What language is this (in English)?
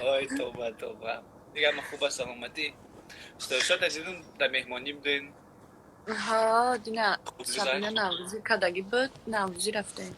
Tajik